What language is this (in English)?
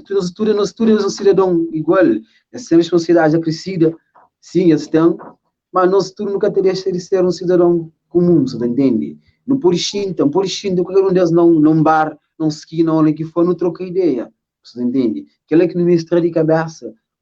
Kabuverdianu